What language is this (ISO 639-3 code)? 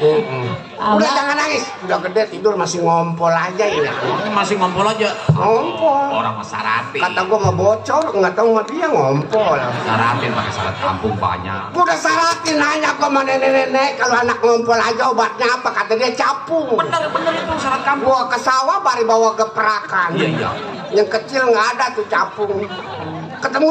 bew